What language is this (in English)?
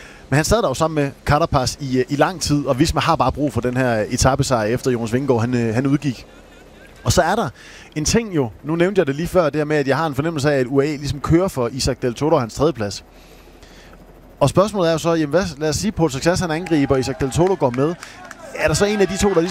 Danish